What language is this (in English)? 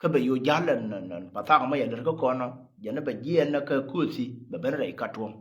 Nuer